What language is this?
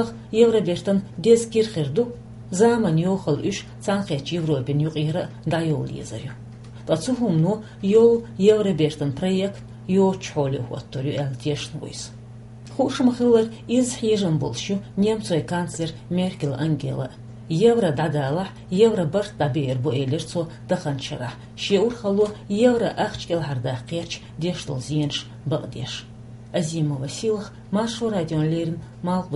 Chechen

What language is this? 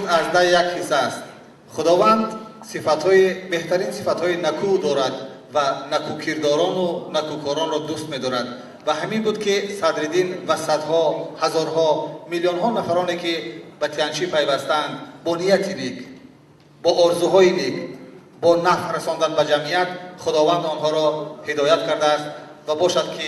Tajik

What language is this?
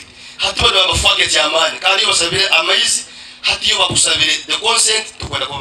Nyankole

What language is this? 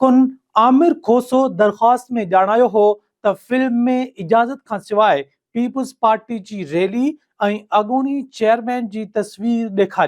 Sindhi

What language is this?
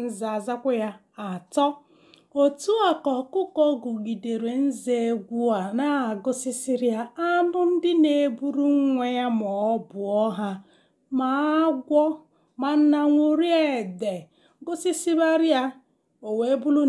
Igbo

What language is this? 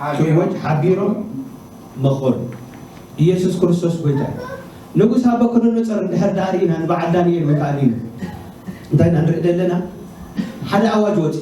Tigrinya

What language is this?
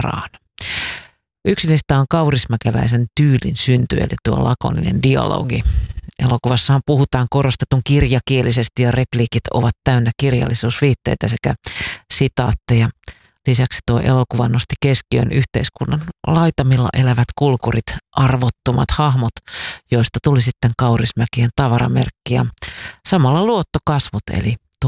Finnish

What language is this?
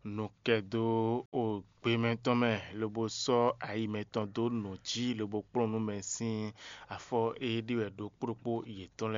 Fon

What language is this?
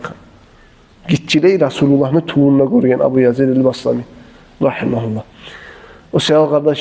Kumyk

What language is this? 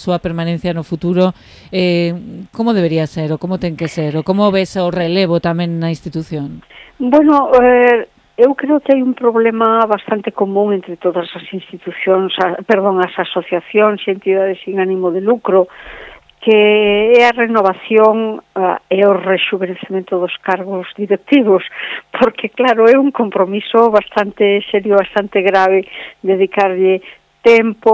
Galician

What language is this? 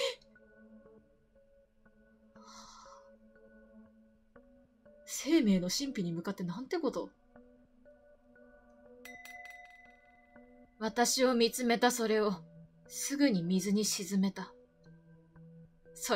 Japanese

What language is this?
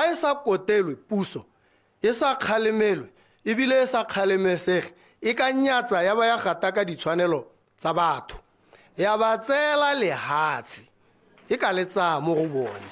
Tswana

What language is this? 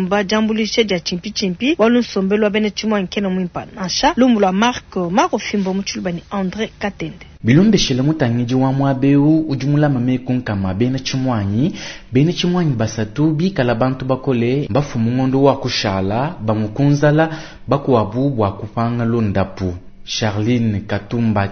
Luba-Lulua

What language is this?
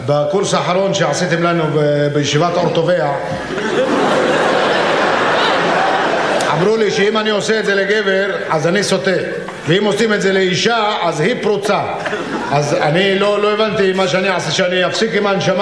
Hebrew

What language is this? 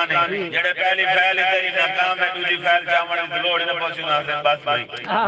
Saraiki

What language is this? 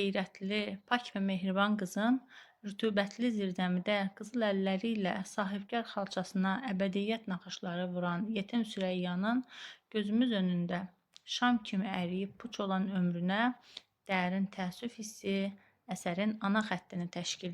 Azerbaijani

